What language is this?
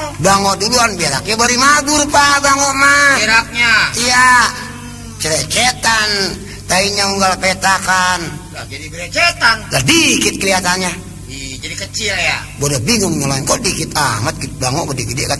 Betawi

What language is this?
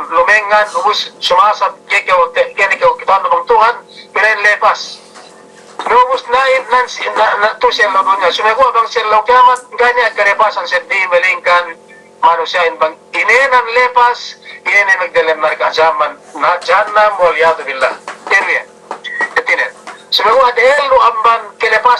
Yakan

